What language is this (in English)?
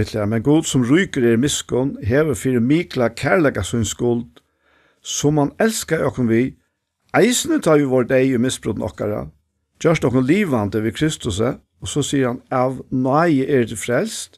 Faroese